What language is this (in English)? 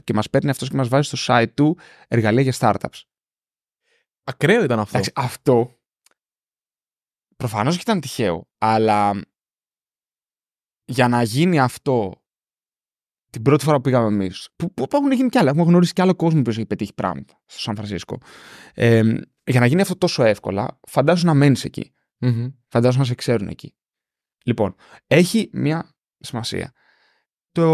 Greek